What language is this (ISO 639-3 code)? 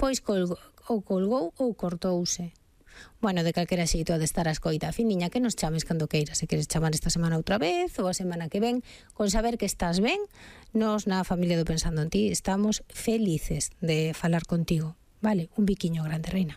glg